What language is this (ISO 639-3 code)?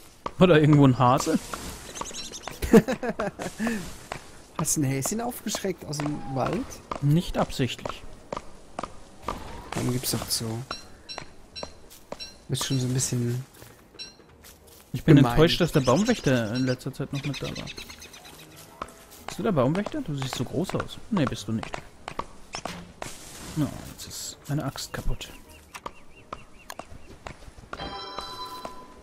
deu